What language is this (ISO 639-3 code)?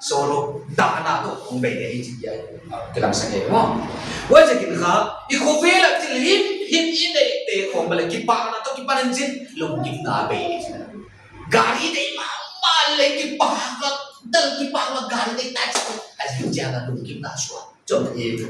pck